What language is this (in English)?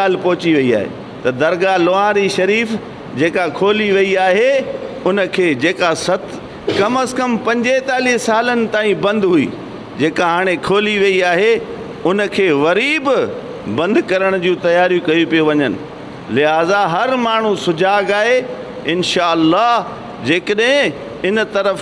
Sindhi